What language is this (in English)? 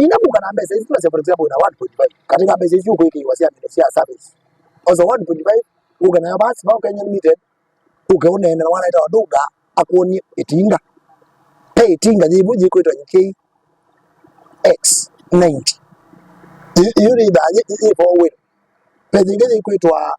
Kamba